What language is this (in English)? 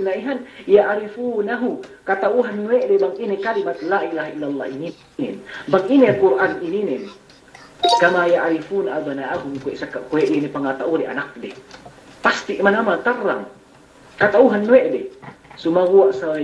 Yakan